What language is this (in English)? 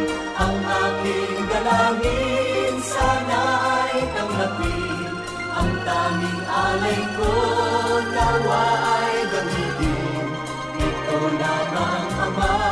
Filipino